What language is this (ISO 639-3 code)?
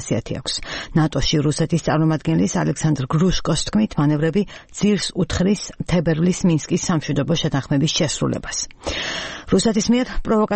kat